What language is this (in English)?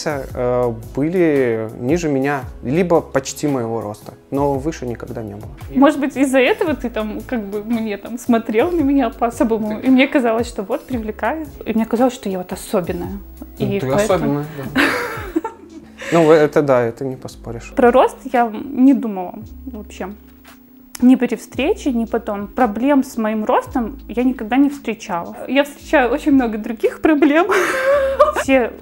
Russian